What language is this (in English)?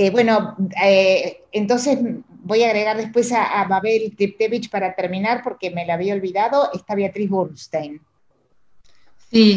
Spanish